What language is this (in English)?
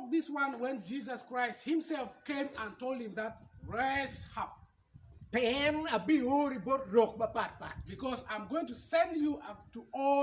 Acoli